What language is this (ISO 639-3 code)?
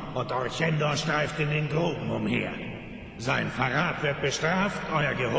bar